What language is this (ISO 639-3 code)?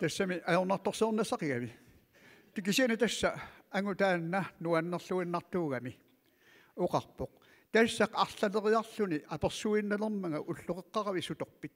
kal